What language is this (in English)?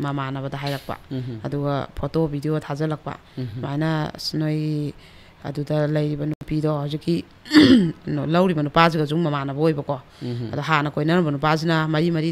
Manipuri